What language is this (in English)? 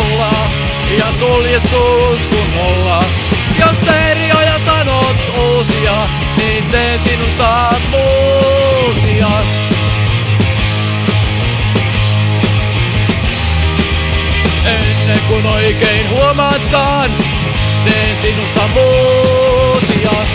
Finnish